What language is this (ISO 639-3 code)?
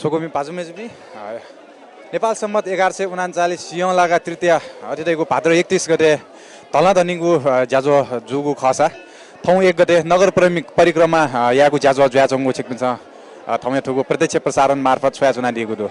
new